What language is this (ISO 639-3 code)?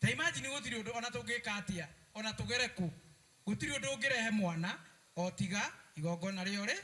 kik